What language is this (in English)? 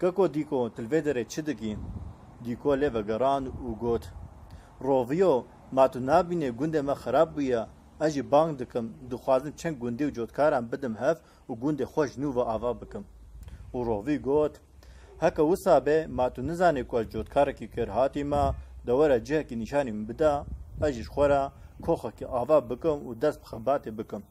Kurdish